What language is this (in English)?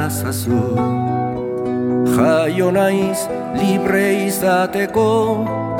Basque